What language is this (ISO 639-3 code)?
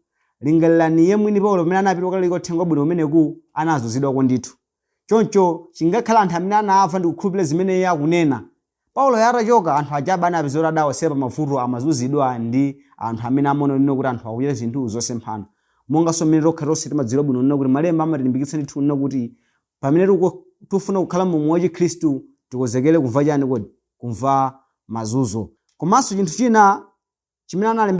nya